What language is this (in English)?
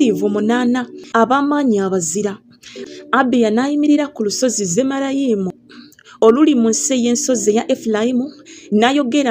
Ganda